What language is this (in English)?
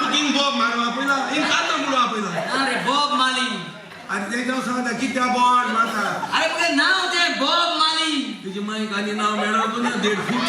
Konkani